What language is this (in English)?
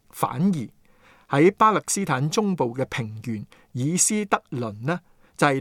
Cantonese